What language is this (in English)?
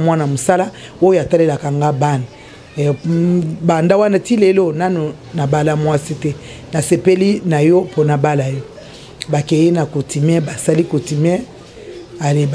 Lingala